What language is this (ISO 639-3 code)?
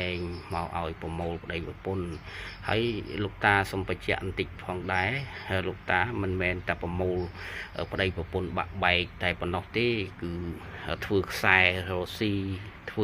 khm